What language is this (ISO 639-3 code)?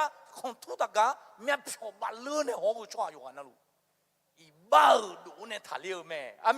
ahk